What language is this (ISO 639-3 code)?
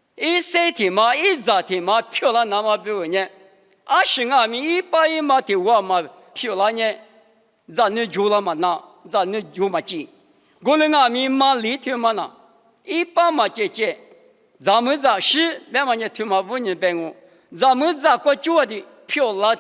lis